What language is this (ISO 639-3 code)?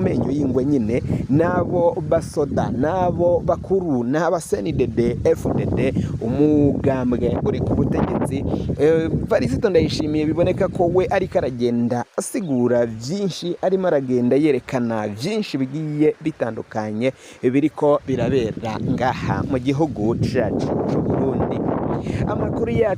run